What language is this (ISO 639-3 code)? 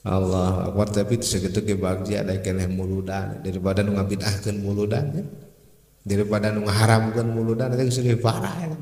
sun